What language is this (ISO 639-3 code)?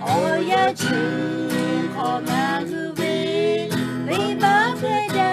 lhu